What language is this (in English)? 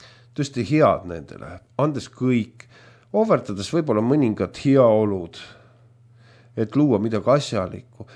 Estonian